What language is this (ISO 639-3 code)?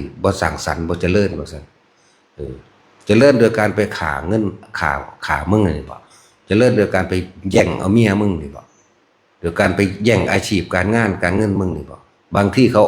tts